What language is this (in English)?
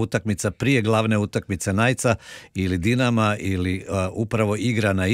Croatian